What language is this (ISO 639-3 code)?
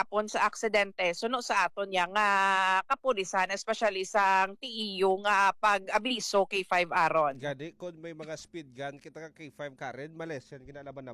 hil